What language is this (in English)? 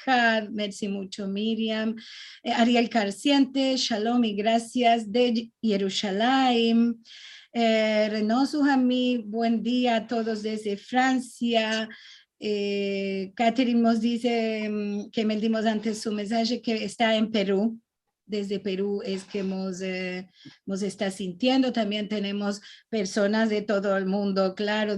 Ladino